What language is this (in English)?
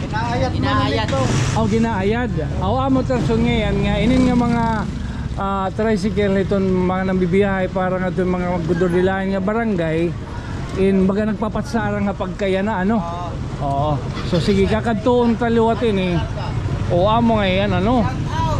Waray